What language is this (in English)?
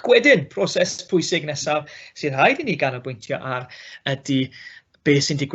Welsh